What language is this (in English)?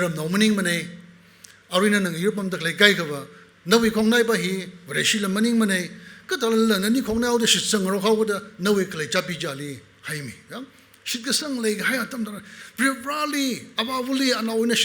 Tangkhul Naga (India)